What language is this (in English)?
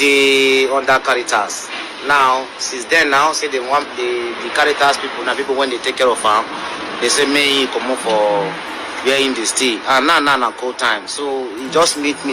Nigerian Pidgin